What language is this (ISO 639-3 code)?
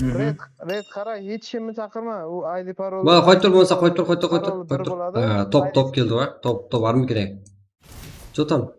kaa